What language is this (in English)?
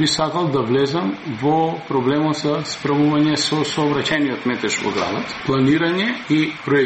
Macedonian